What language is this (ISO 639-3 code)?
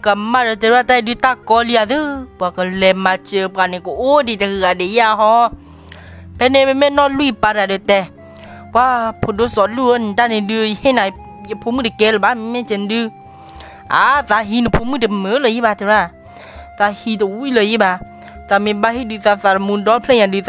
ksw